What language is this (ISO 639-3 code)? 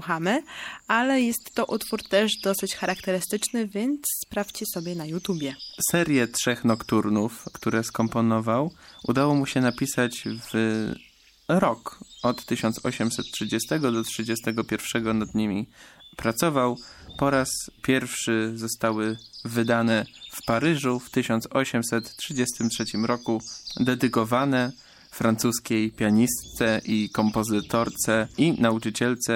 pol